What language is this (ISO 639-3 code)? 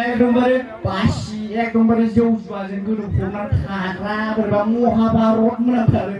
brx